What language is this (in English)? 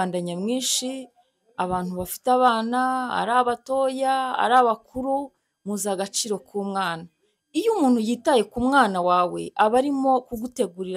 Kinyarwanda